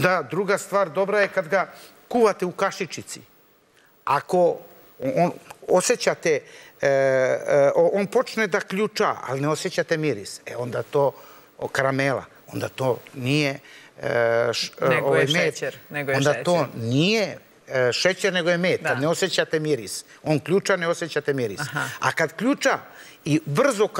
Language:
Serbian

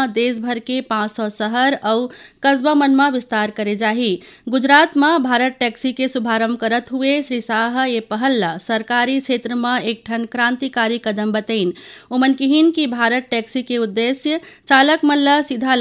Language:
Chhattisgarhi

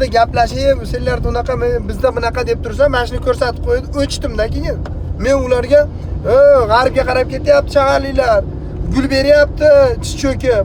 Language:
Uzbek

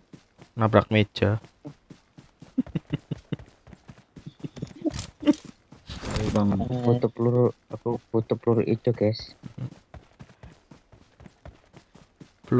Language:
Indonesian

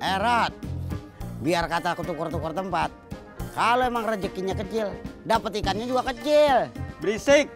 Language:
Betawi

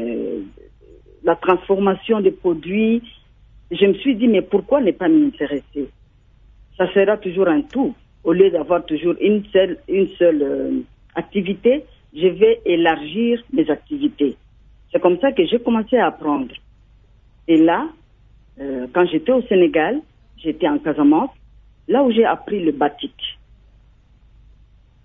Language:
French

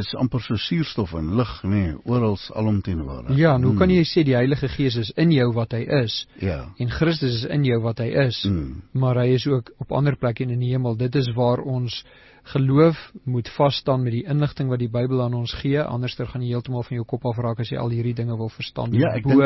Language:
Afrikaans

